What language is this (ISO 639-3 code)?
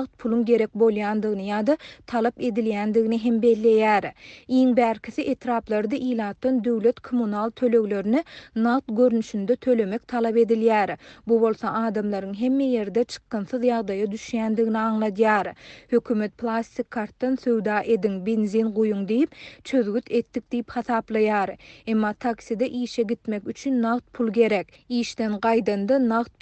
tuk